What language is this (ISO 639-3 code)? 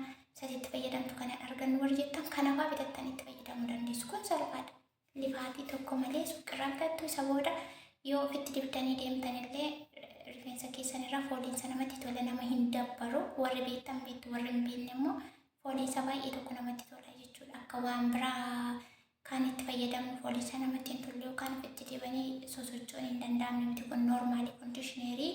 orm